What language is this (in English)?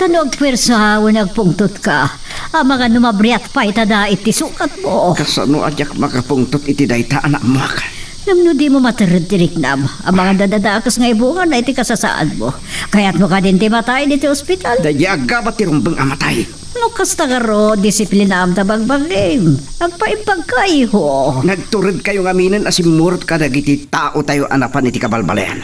Iloko